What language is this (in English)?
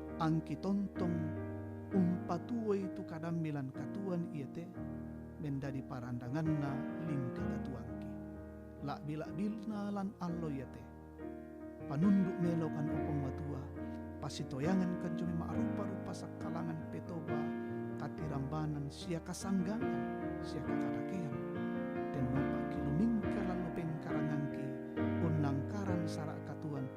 Toraja-Sa'dan